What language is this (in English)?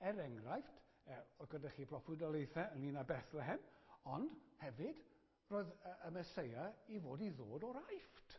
Welsh